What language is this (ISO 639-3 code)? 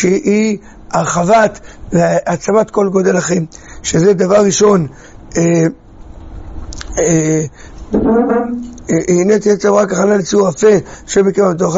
heb